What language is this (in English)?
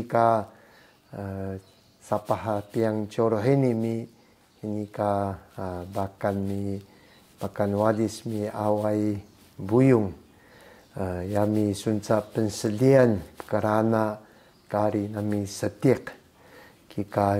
Taroko